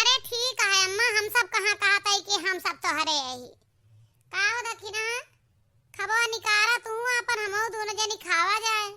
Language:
Awadhi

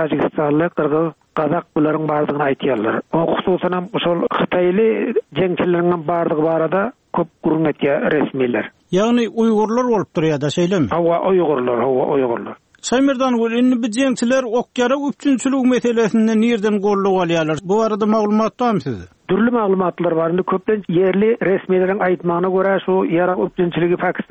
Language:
Turkmen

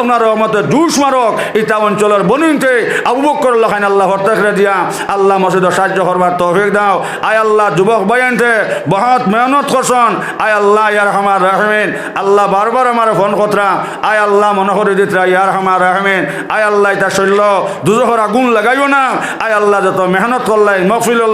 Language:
Sylheti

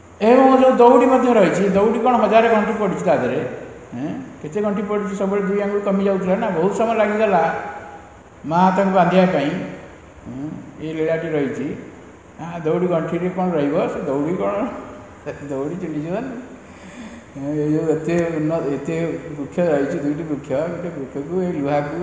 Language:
Odia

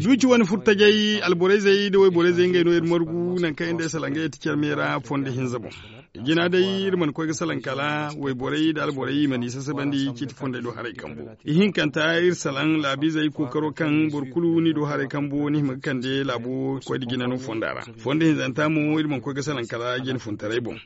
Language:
Zarma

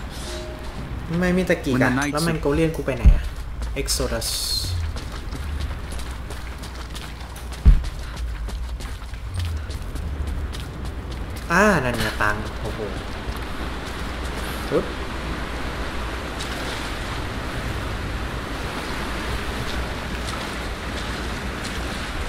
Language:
Thai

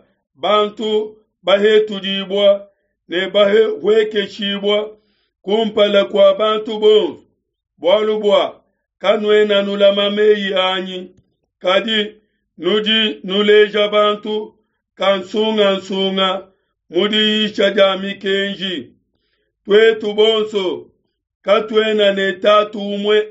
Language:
Luba-Lulua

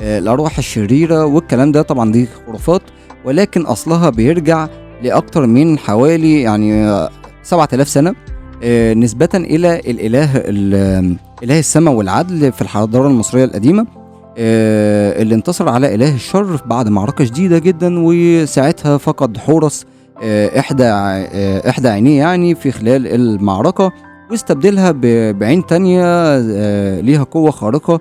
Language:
Egyptian Arabic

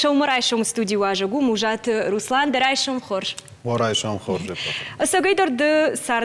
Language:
Ossetic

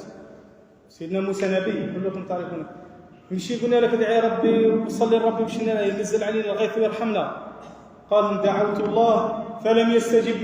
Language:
Algerian Arabic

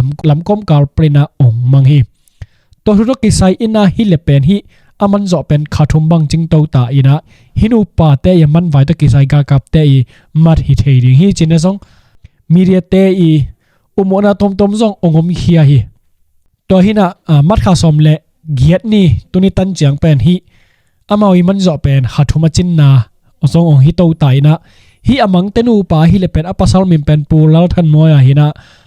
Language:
Tedim Chin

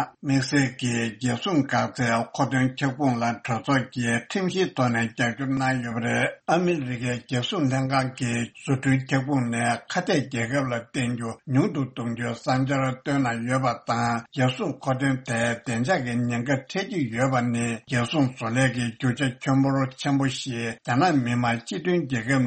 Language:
Tibetan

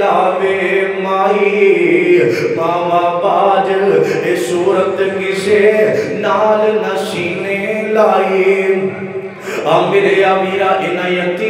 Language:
Western Panjabi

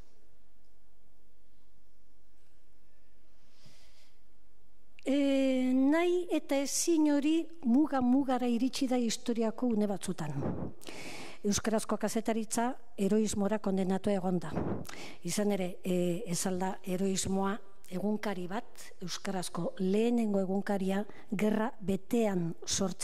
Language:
Basque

